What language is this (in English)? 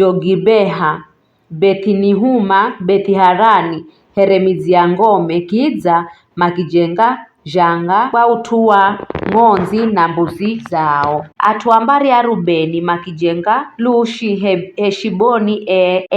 Giryama